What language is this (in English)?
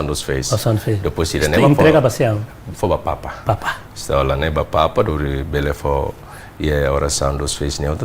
Tetum